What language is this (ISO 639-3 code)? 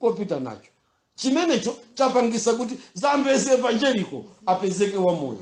nya